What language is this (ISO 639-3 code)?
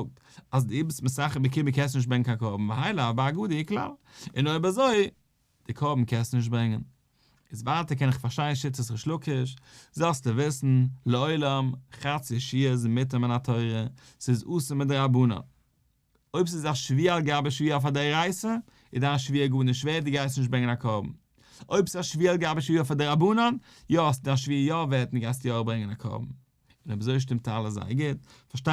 yid